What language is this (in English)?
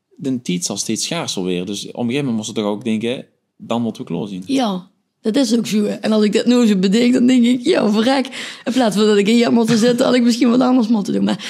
Limburgish